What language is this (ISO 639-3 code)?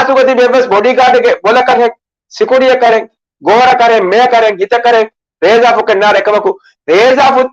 div